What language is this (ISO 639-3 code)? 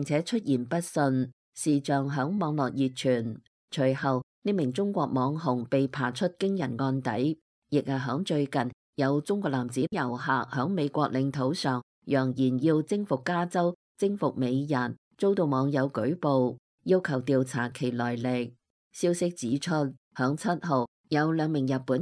yue